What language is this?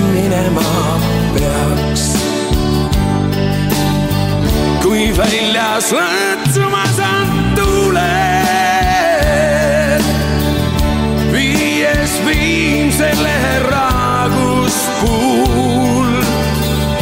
Estonian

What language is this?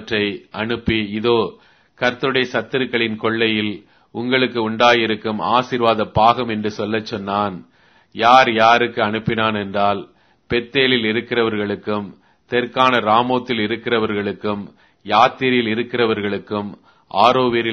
Tamil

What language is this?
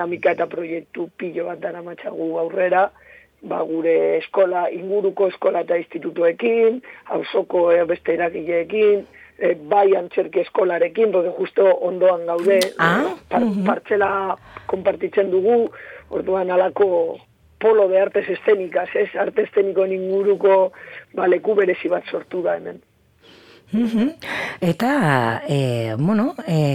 Basque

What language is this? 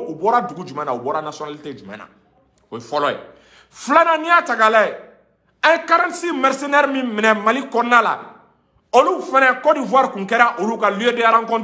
Bambara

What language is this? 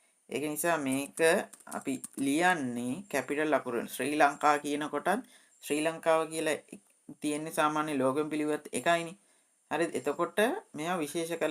Sinhala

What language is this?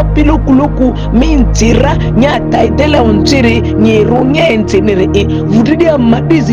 Ma'di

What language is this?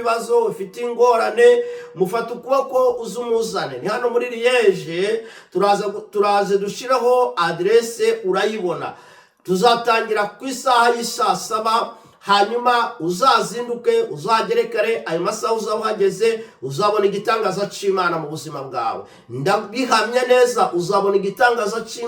Kinyarwanda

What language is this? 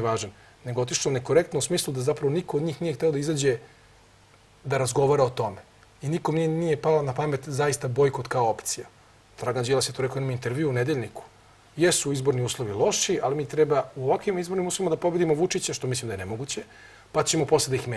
Serbian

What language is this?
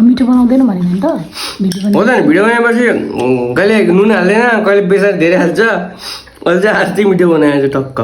Nepali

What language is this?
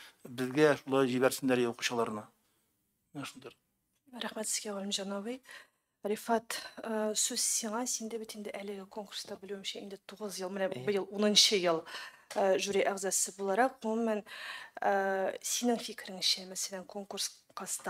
Tatar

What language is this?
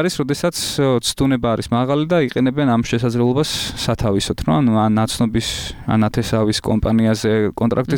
Georgian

